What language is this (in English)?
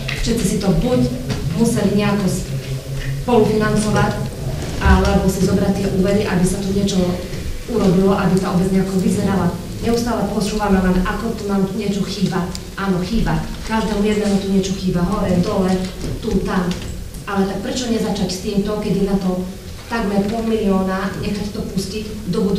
Slovak